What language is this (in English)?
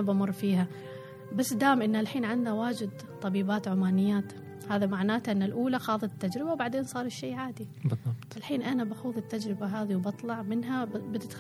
Gulf Arabic